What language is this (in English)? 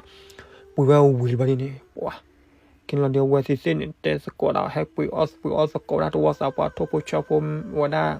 S'gaw Karen